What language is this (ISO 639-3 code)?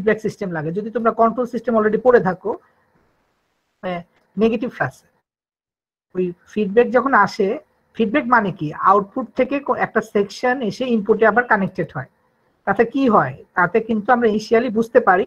ben